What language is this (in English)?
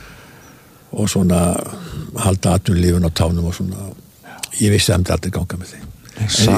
Icelandic